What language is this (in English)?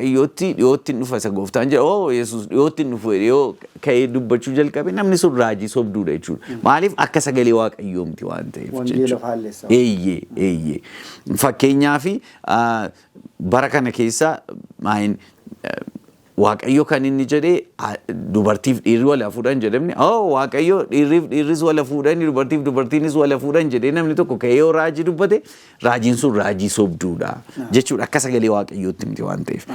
Oromo